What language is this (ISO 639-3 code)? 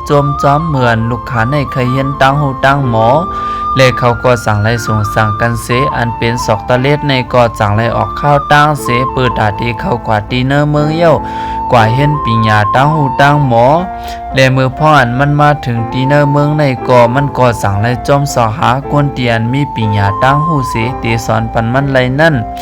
shn